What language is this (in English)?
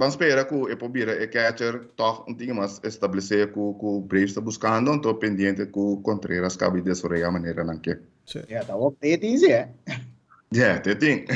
Papiamento